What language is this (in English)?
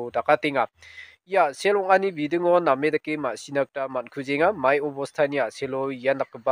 Garo